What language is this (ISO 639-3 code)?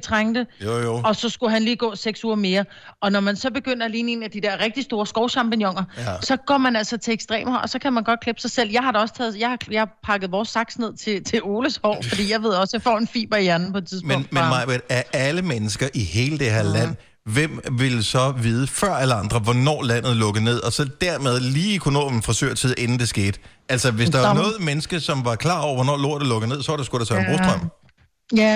dan